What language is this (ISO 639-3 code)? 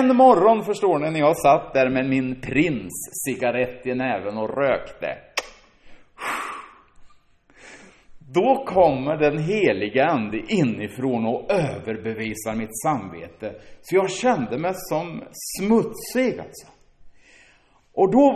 swe